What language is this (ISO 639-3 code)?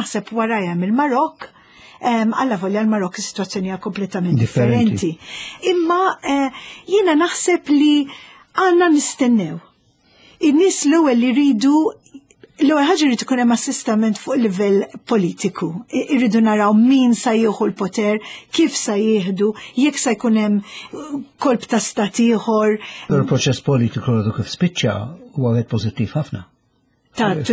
mlt